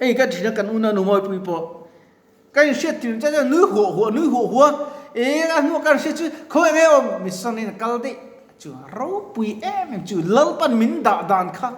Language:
Mizo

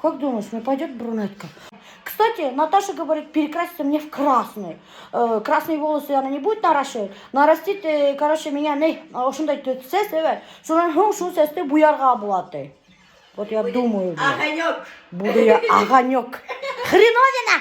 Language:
Bashkir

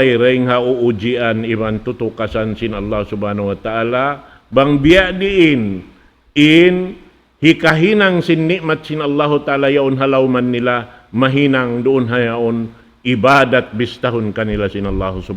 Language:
Tausug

